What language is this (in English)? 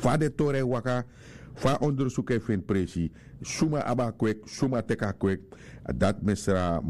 Sranan Tongo